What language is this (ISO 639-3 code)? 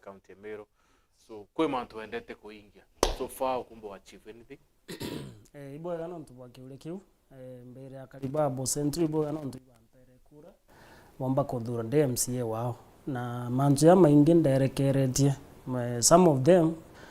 mer